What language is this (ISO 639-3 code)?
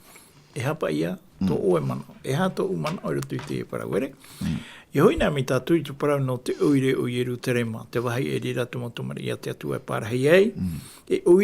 tah